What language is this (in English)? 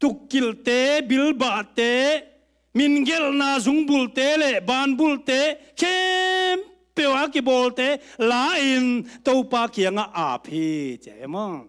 Tedim Chin